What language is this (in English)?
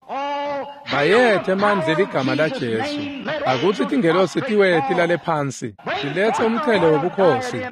Swati